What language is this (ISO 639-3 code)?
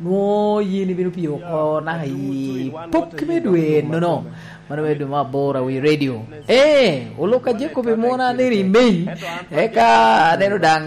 laj